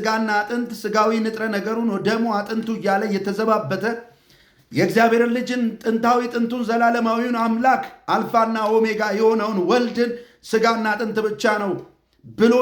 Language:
Amharic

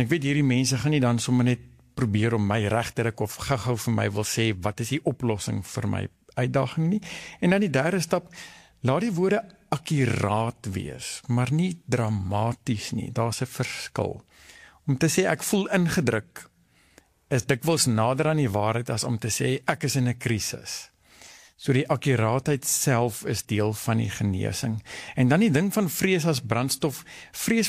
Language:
Afrikaans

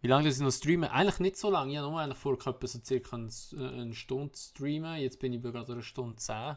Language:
Swiss German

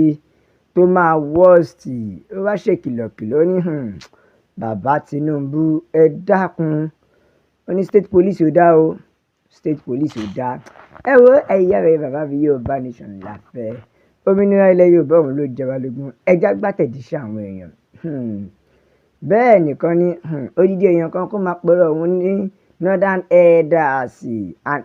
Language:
Yoruba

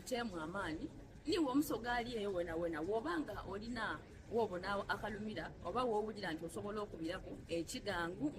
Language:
Soga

